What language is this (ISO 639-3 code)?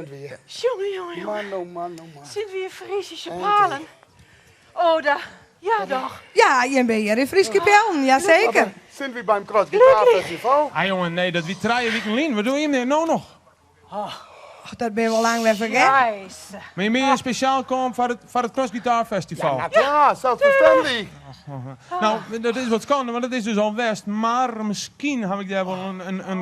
fry